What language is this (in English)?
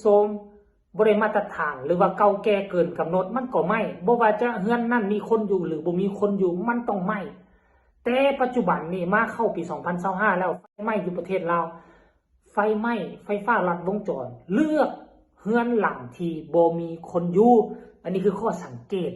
Northeastern Thai